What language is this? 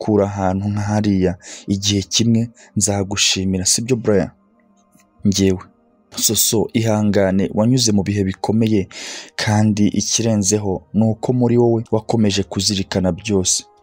Kinyarwanda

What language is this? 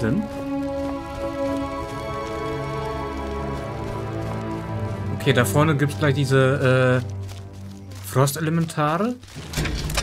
German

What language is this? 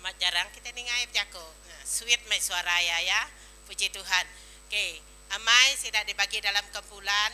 Iban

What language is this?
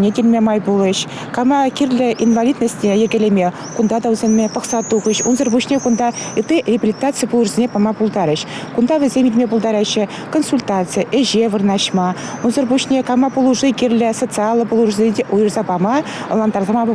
Chuvash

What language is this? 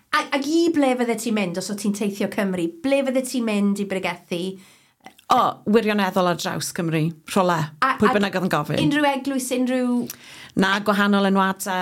Welsh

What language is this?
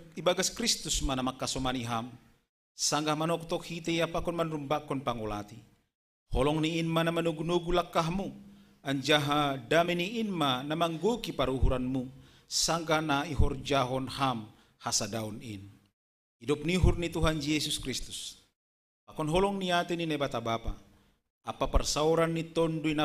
Batak Simalungun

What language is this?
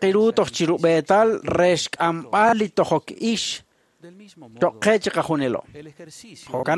Kekchí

